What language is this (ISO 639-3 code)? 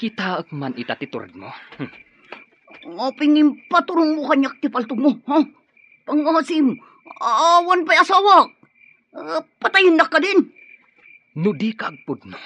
ilo